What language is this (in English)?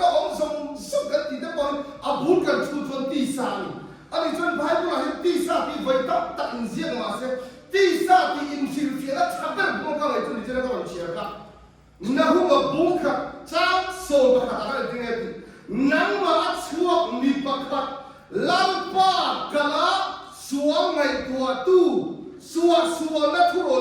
Mizo